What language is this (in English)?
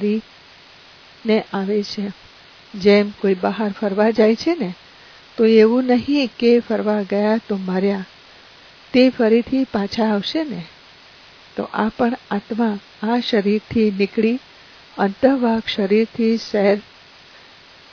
Gujarati